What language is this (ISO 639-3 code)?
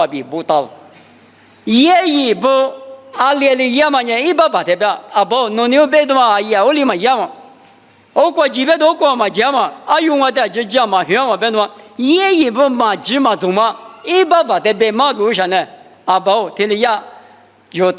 lis